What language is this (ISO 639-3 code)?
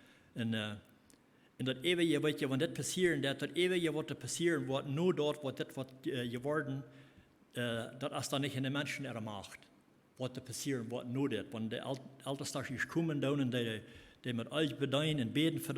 pdt